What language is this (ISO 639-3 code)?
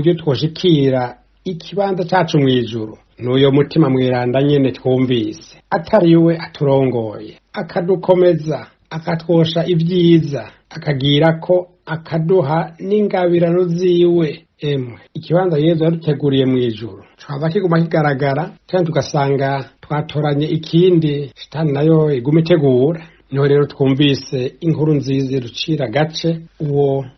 run